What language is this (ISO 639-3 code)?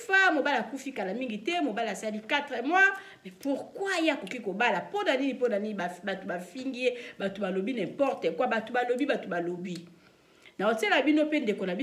lin